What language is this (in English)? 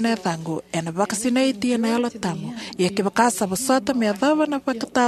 Fijian